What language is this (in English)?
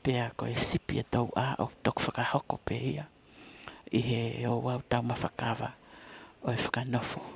Tongan